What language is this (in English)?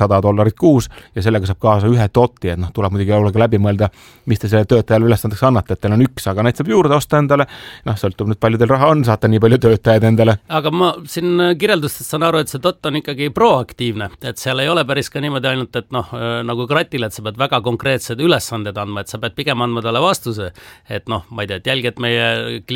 Estonian